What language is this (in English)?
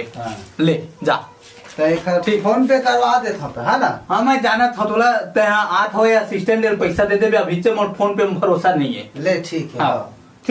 Chhattisgarhi